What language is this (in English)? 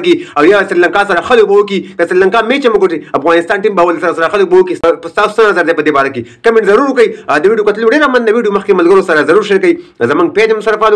Pashto